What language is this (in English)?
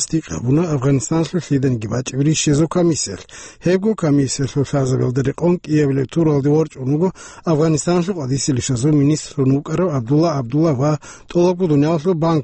Avaric